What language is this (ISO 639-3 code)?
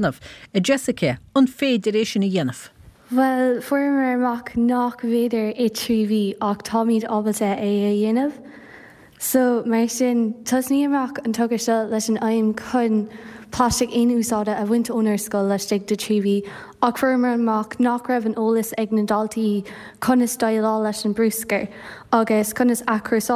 gle